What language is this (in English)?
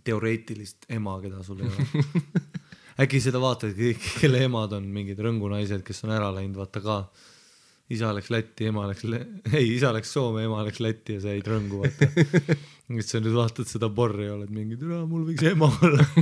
Estonian